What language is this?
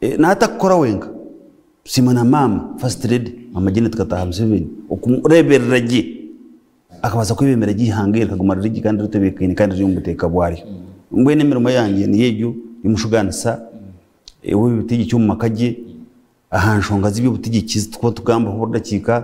Nyankole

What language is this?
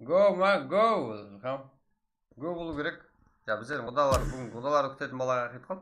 Kara-Kalpak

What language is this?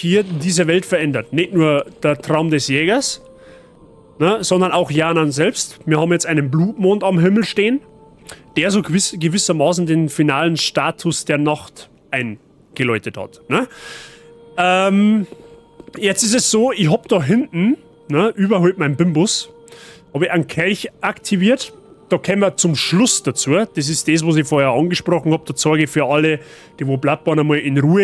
Bavarian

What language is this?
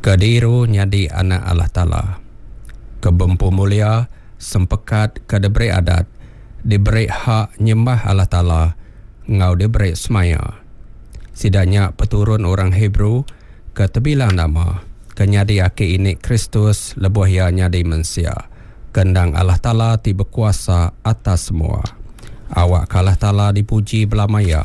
Iban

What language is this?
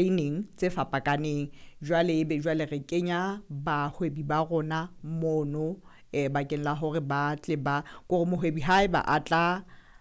Southern Sotho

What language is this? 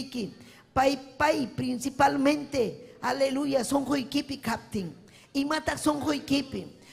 Ayacucho Quechua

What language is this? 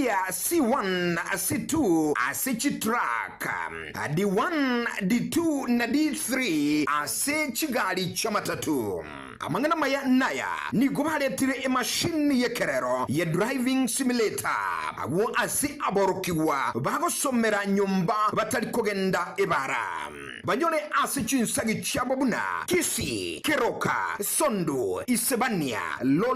Gusii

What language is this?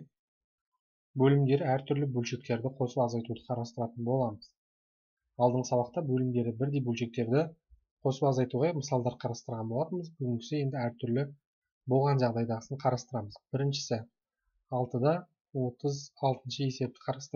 Kazakh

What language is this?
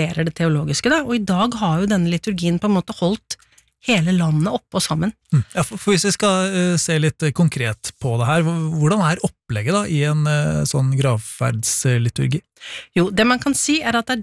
Norwegian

